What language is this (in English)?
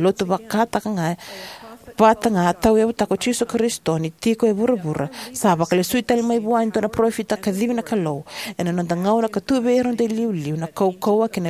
Fijian